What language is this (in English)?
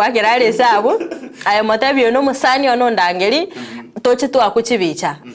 Gusii